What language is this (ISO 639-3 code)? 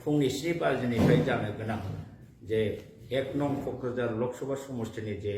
brx